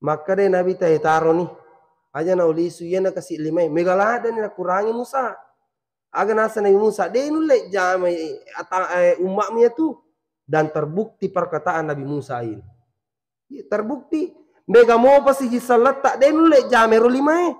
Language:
Buginese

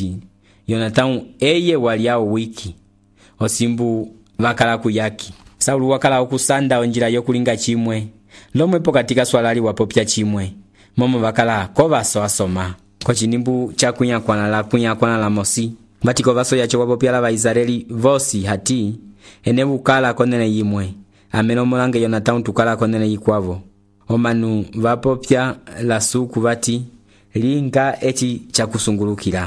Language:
Umbundu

